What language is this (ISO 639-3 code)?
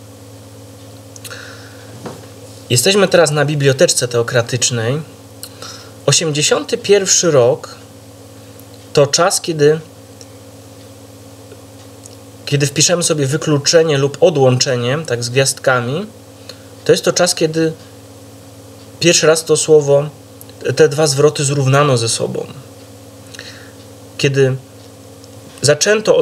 pol